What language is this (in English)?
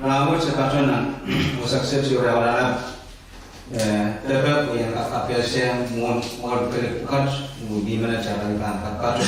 Pohnpeian